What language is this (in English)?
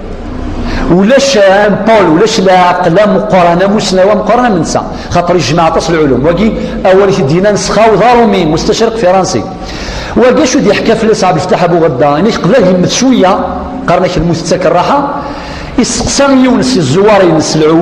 Kabyle